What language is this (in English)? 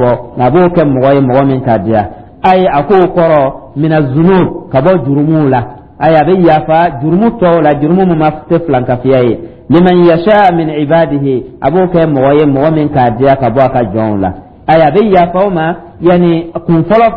Dyula